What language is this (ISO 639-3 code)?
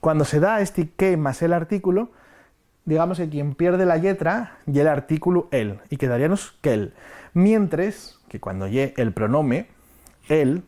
ast